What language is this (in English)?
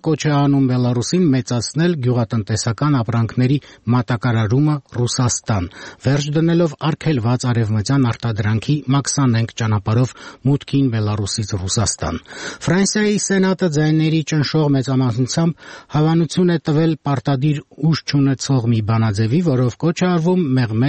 Armenian